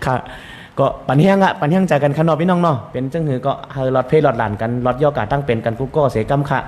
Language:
Shan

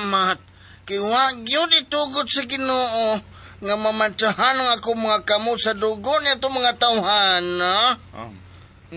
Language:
Cebuano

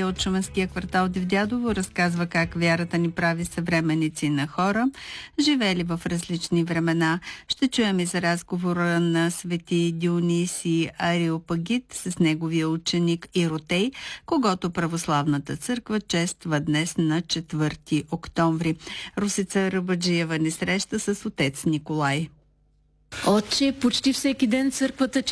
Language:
Bulgarian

